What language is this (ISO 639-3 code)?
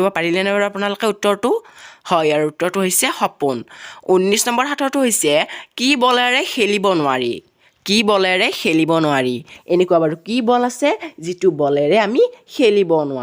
asm